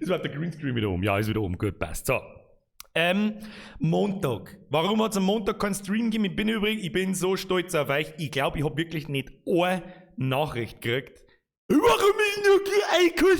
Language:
Bavarian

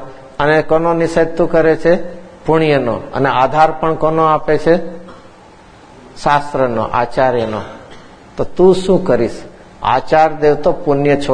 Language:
Gujarati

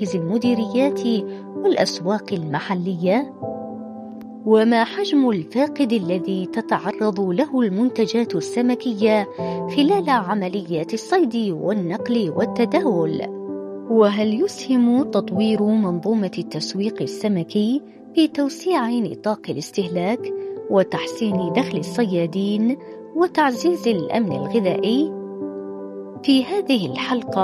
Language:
Arabic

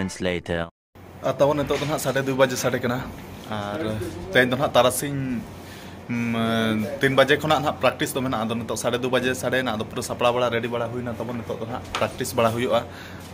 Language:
Santali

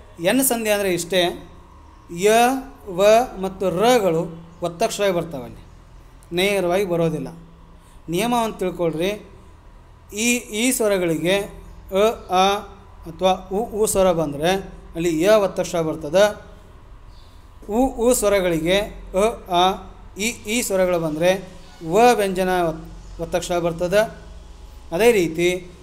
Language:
Kannada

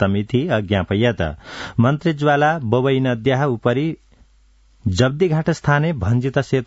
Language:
Sanskrit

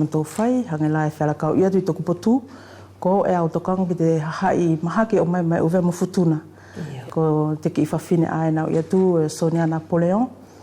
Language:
Wallisian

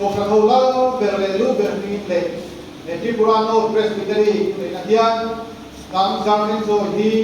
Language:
Mizo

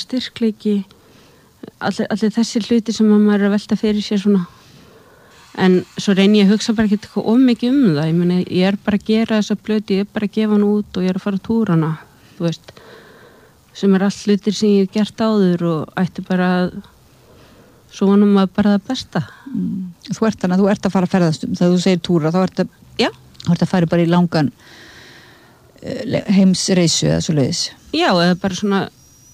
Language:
Icelandic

